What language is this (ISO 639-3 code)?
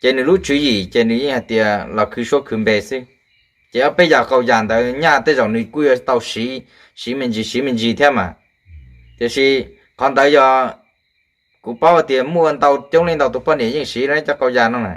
hmn